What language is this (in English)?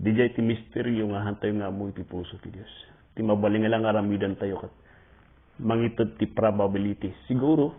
Iloko